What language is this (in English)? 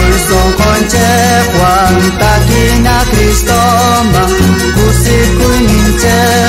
South Bolivian Quechua